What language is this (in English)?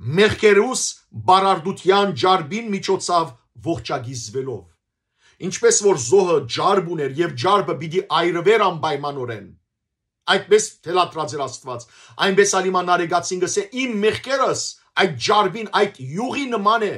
Western Armenian